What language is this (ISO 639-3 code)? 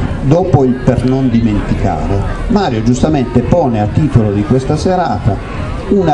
ita